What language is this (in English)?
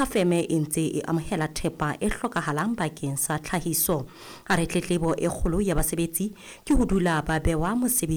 Southern Sotho